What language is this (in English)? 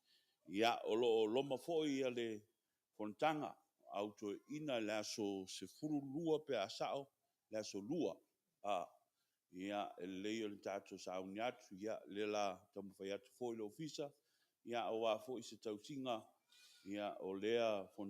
Samoan